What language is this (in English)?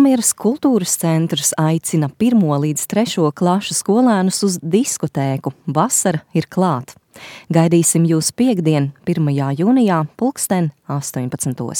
Latvian